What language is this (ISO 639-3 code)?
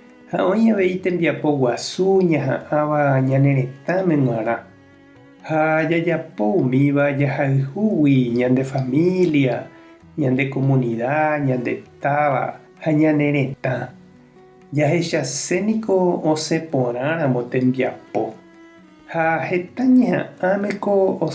grn